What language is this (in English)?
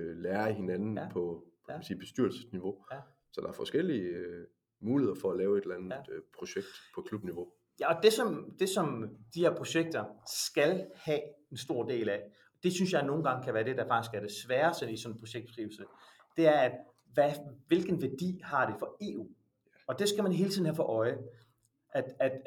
Danish